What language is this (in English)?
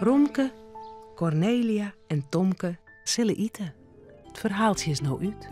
Western Frisian